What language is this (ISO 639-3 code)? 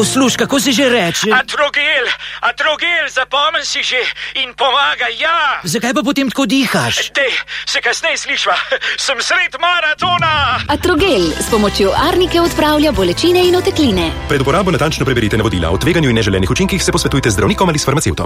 slv